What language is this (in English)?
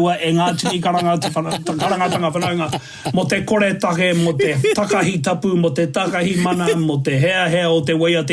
Māori